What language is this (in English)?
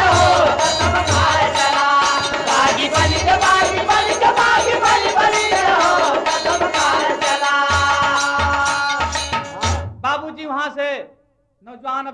Bhojpuri